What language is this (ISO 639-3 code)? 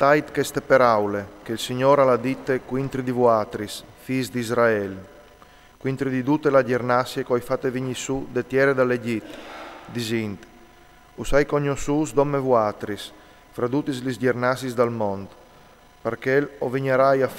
fur